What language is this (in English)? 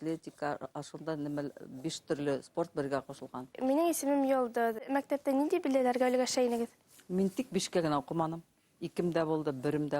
Bashkir